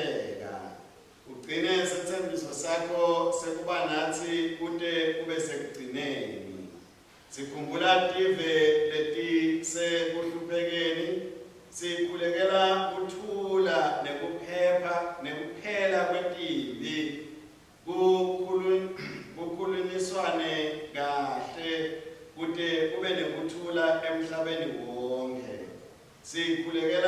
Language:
Swati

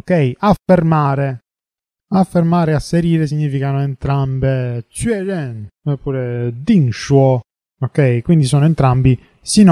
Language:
Italian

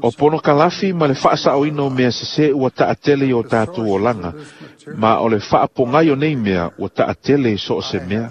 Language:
Samoan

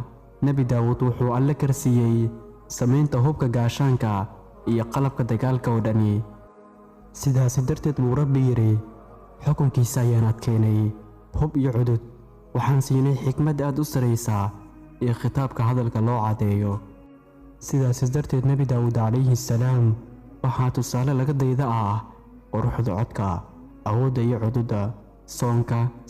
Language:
Somali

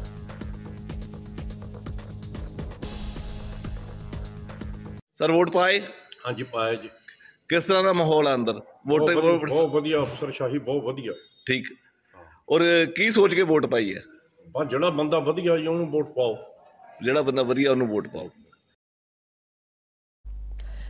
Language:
Punjabi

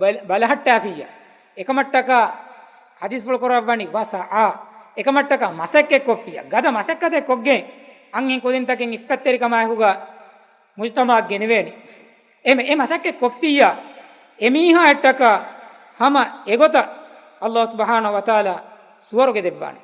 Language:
Divehi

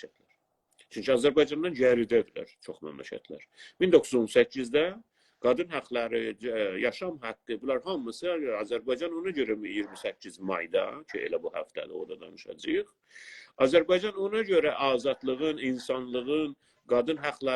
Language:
South Azerbaijani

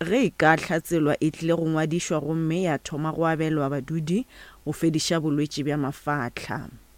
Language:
Northern Sotho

